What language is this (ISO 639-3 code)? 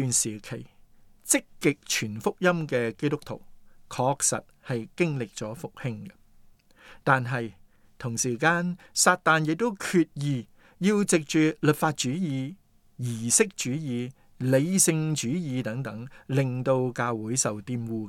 yue